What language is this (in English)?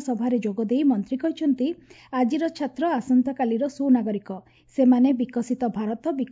Odia